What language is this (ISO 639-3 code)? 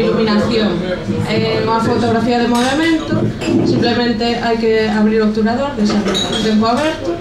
glg